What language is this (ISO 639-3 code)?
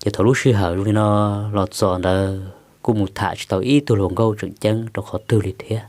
hmn